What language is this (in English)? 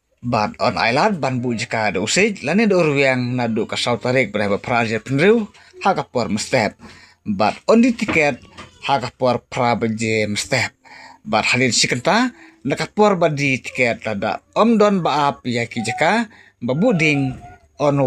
Khasi